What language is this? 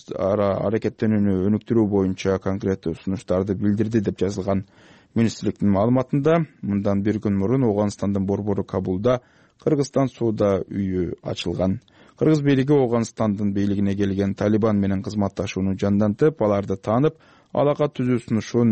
Kyrgyz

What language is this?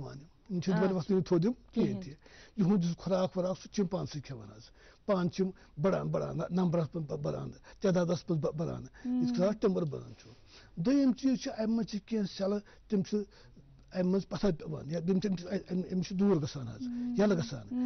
Kashmiri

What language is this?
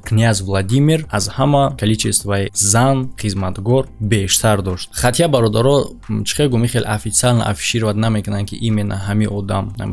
Tajik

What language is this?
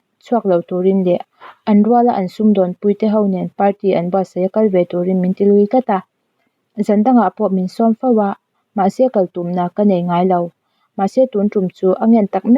Mizo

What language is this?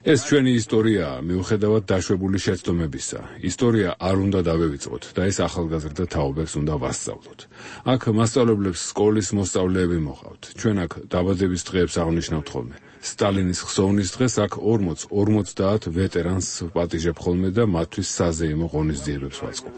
Georgian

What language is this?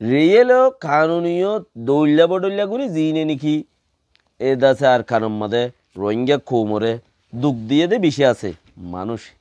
Rohingya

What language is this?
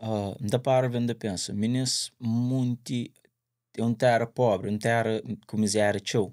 Kabuverdianu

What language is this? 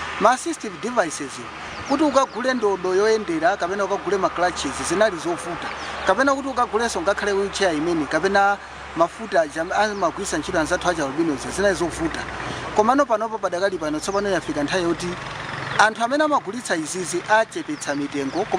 Nyanja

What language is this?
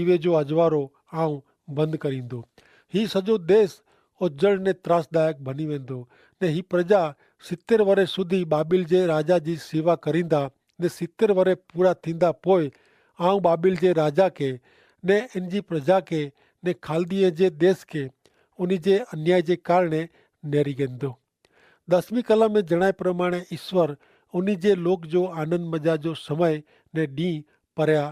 Kachhi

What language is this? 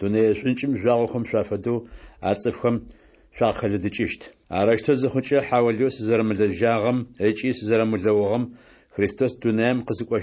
Adyghe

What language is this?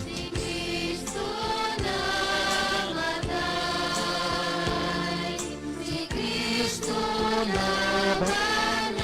Hiligaynon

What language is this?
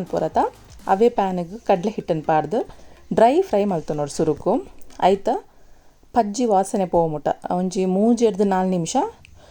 Tulu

